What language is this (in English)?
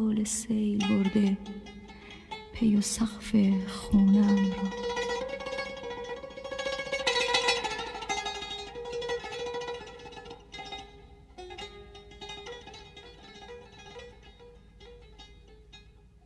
Persian